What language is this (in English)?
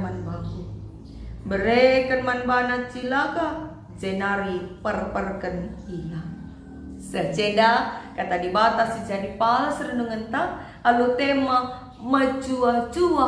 Batak Karo